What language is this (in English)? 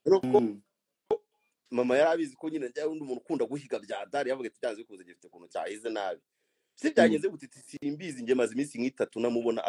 Kinyarwanda